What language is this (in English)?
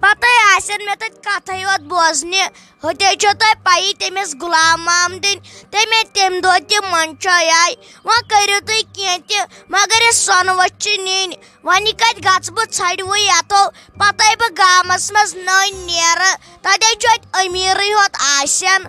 Kashmiri